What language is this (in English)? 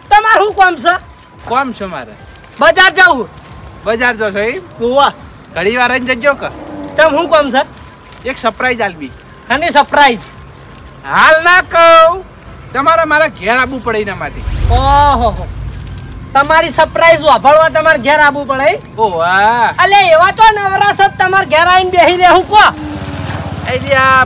Gujarati